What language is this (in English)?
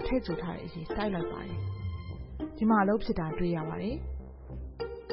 Burmese